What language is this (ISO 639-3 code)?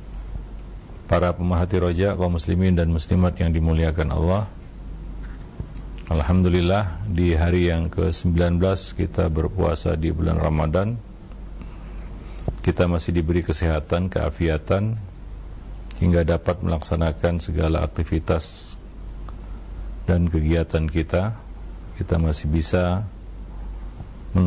ind